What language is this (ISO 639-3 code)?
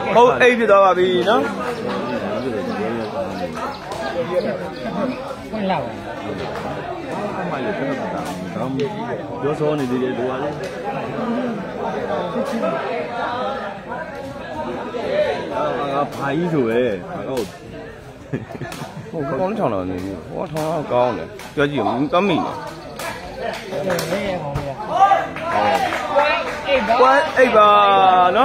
mya